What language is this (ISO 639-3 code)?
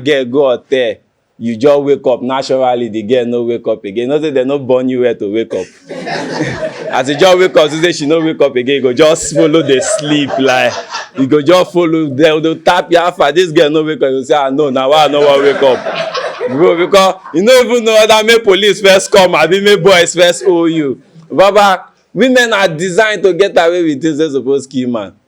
pcm